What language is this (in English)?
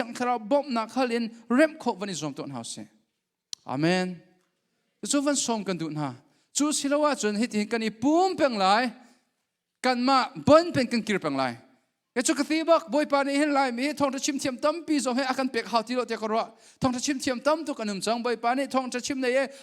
Hakha Chin